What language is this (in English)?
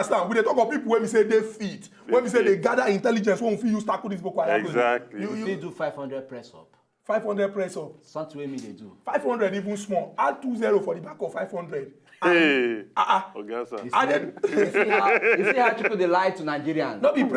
Nigerian Pidgin